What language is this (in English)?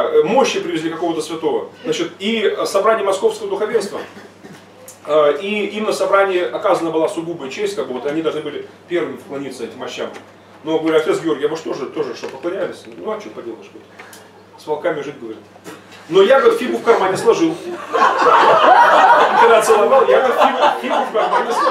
Russian